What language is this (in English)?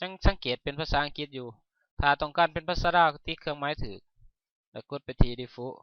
Lao